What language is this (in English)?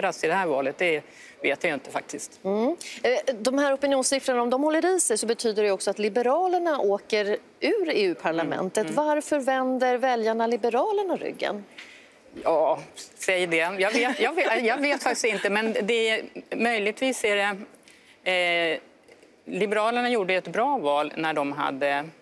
Swedish